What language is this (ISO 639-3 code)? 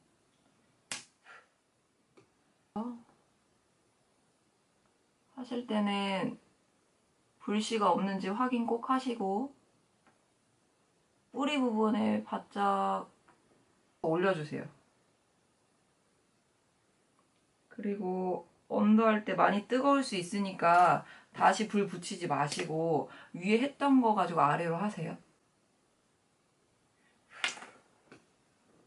kor